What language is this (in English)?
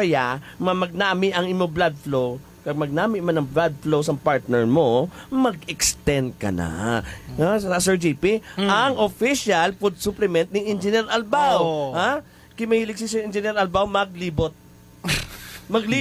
Hiligaynon